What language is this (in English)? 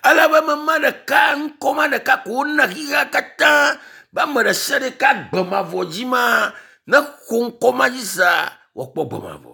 Ewe